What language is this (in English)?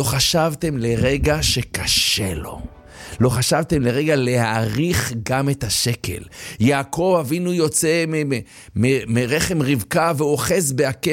Hebrew